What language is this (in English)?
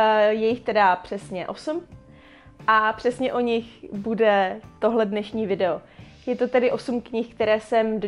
Czech